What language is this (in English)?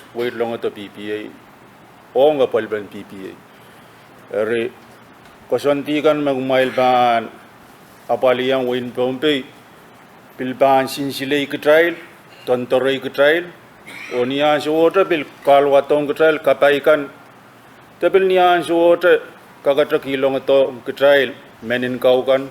Pohnpeian